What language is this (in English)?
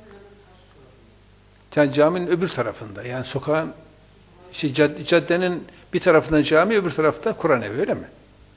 Turkish